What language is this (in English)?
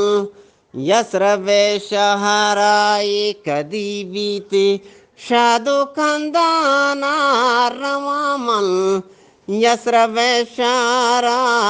Eastern Balochi